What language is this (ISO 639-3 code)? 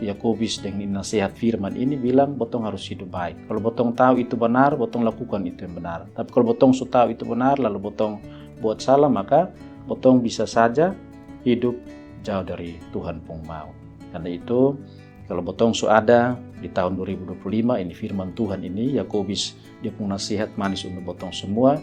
mkn